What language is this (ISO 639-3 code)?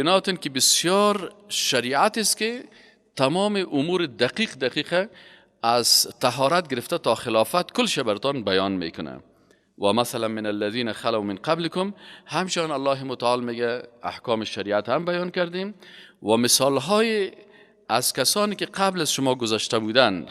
fas